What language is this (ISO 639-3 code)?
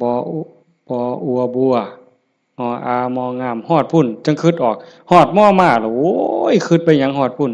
tts